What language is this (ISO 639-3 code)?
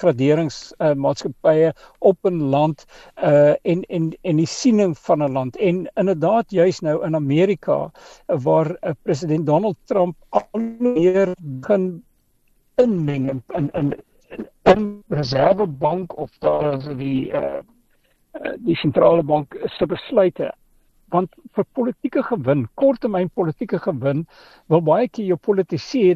afr